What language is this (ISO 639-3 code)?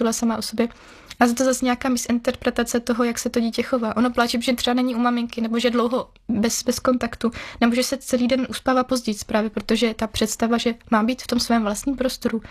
ces